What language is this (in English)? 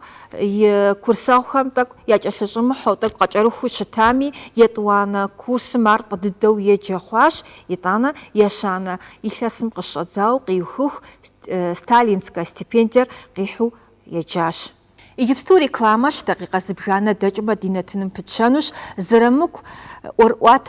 Kabardian